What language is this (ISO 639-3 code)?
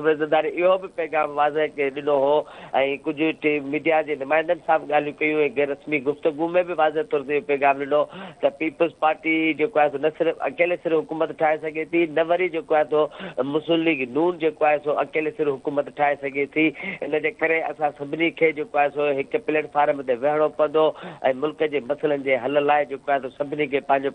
snd